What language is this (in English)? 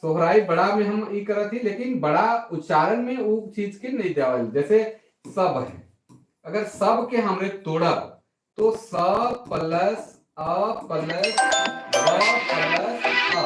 Sadri